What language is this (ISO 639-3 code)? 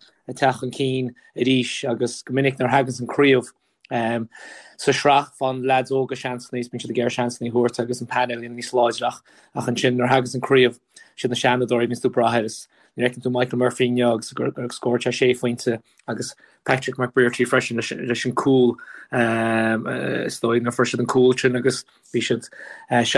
gle